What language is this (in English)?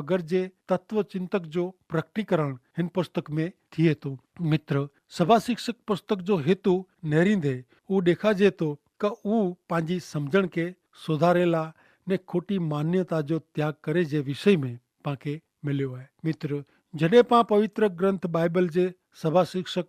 Kachhi